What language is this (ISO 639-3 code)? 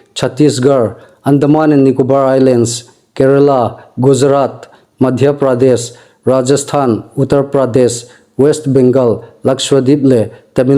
hmr